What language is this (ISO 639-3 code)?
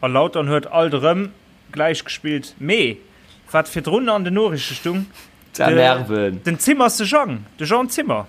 ltz